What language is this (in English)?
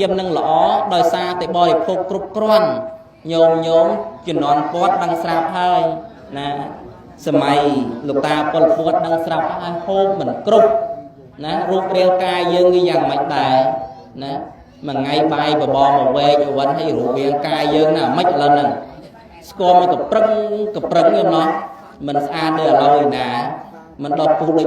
Khmer